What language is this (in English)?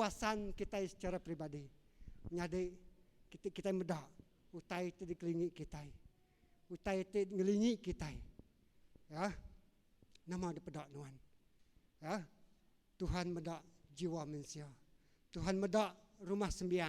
Iban